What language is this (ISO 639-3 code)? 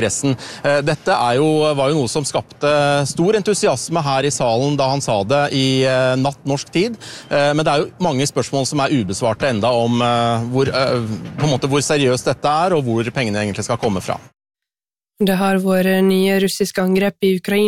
nor